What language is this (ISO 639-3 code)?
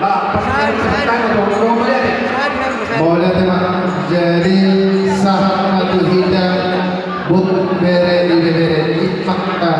bbc